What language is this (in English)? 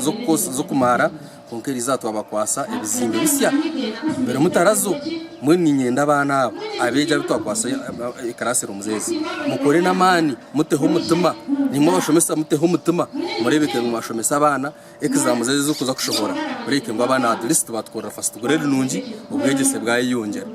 Nyankole